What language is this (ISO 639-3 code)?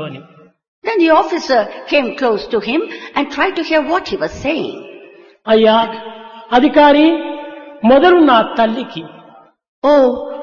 tel